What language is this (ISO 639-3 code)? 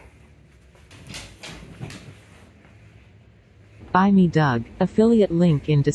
eng